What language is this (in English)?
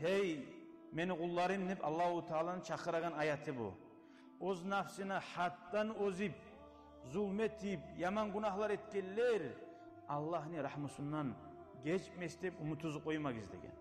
Kumyk